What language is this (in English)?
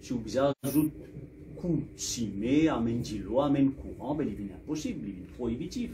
Morisyen